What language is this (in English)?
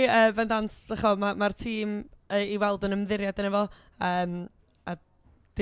Welsh